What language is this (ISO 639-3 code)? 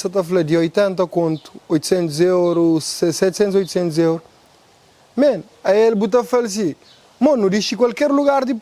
kea